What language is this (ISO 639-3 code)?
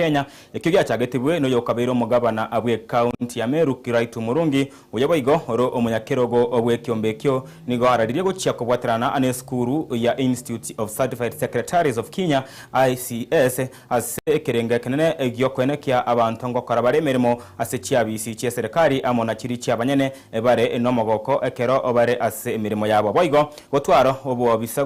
guz